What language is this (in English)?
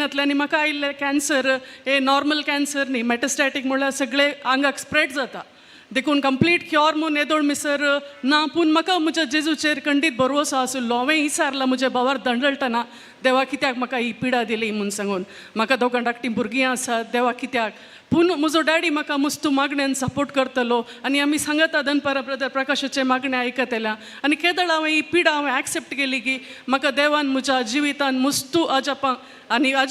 Konkani